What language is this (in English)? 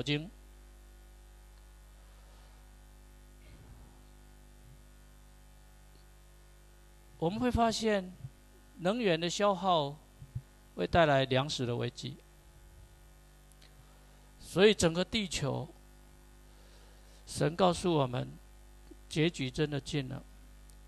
Chinese